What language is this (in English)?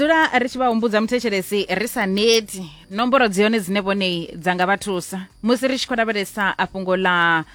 Venda